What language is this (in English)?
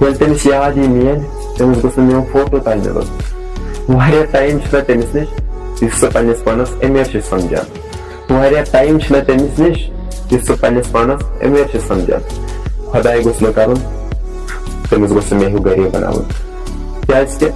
Kashmiri